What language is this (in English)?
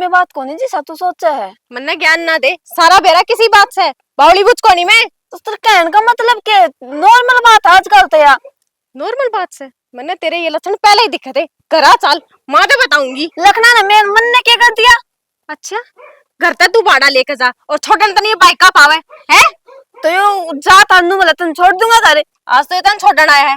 Haryanvi